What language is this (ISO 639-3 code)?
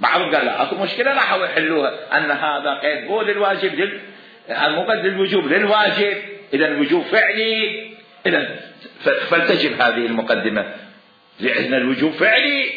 acm